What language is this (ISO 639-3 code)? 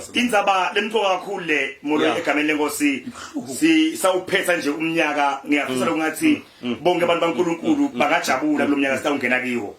zul